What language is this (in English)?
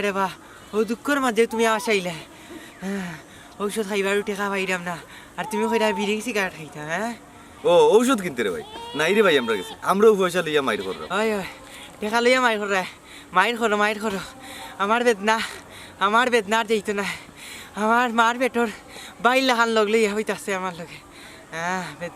Sylheti